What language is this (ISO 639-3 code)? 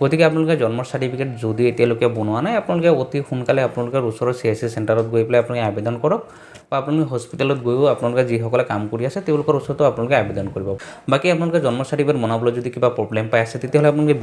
asm